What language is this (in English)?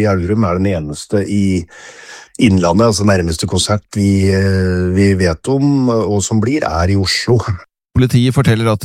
Norwegian